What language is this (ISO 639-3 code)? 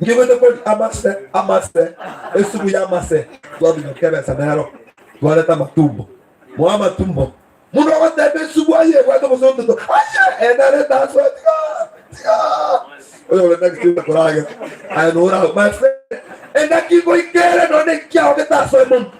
guz